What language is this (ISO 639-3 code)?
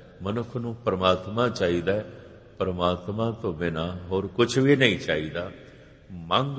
pan